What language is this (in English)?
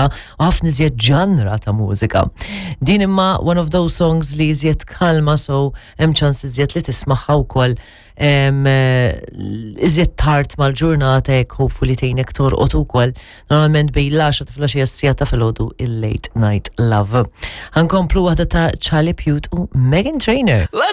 Maltese